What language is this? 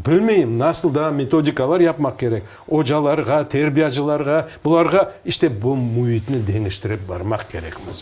Crimean Tatar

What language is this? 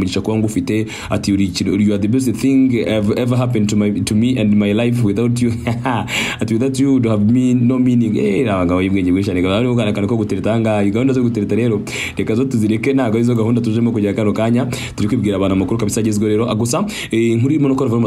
Kinyarwanda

